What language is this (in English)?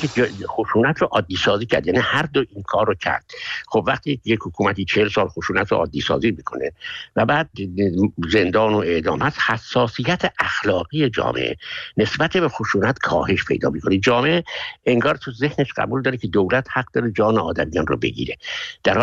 Persian